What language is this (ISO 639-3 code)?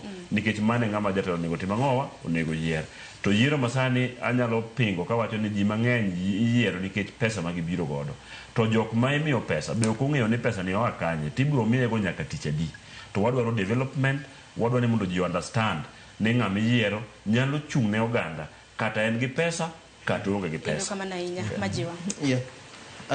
luo